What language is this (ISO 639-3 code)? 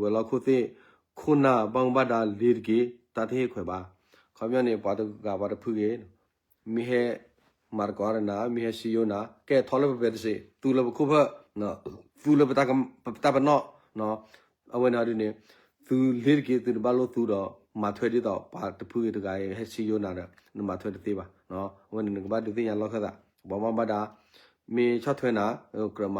ksw